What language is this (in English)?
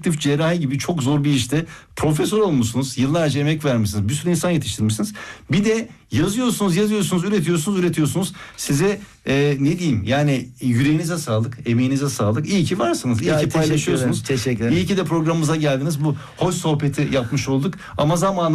Turkish